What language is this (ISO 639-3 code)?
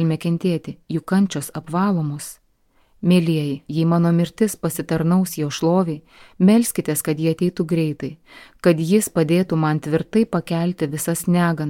lit